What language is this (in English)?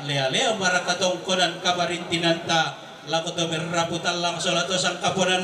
Toraja-Sa'dan